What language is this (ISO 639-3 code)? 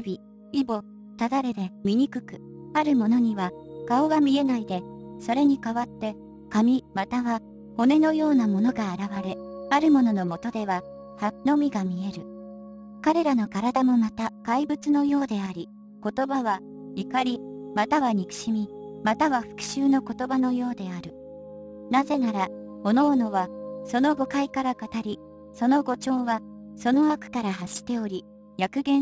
jpn